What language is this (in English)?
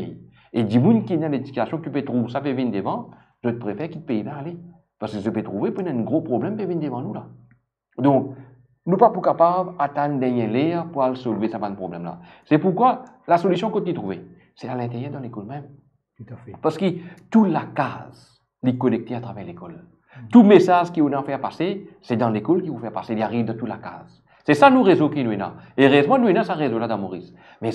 Morisyen